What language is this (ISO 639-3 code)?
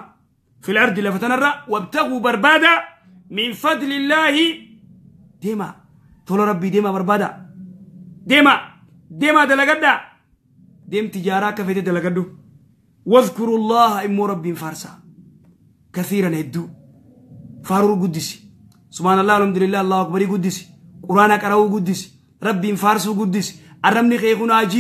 orm